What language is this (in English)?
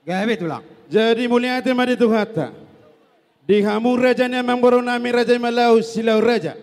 Batak Toba